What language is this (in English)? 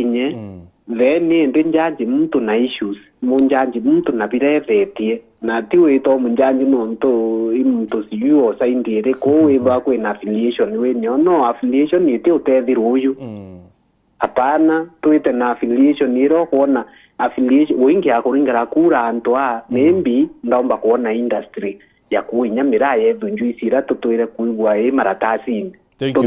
Meru